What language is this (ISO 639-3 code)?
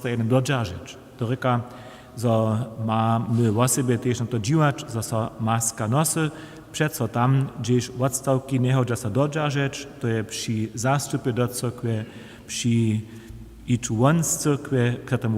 hsb